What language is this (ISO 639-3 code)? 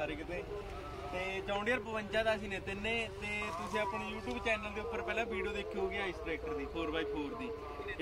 pan